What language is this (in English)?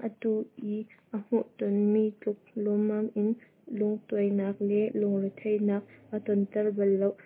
Hakha Chin